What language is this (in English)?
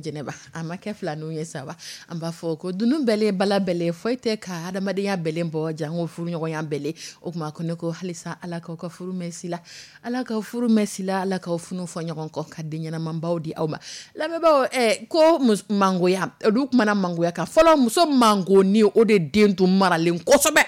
Dyula